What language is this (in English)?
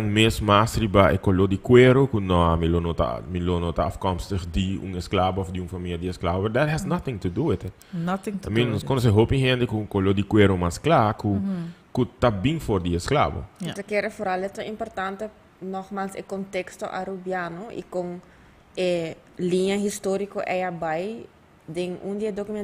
Papiamento